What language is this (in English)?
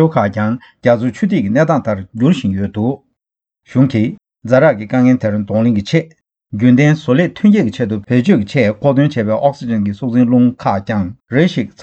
Tibetan